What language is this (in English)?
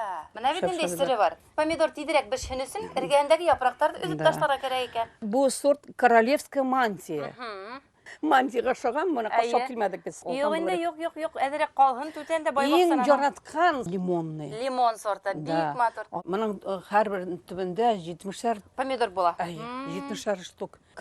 Bashkir